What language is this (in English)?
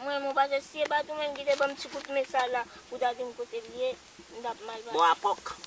Haitian Creole